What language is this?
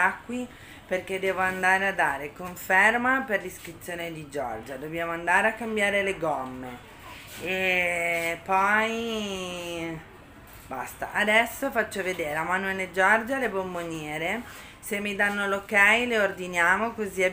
Italian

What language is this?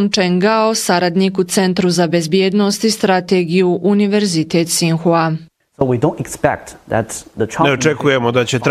Bosnian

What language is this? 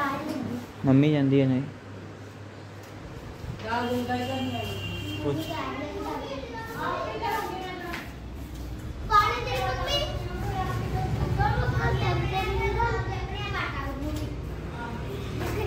Punjabi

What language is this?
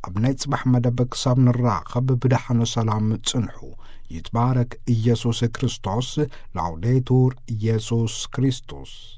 Tigrinya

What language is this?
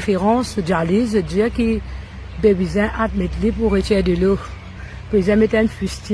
Morisyen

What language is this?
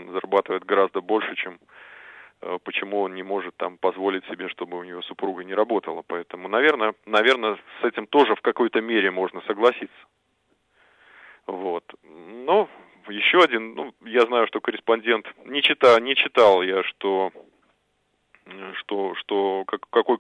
Russian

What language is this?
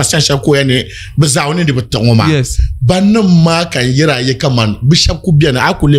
Dagbani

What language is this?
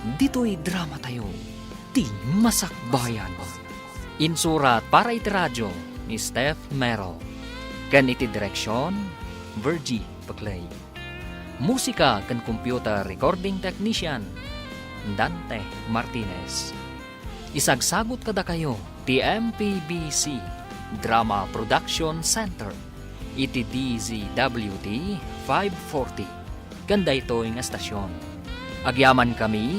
Iloko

